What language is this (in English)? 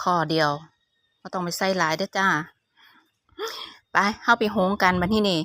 Lao